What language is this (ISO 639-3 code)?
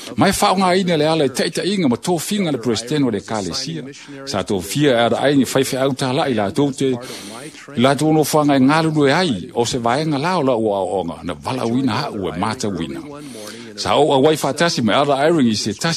smo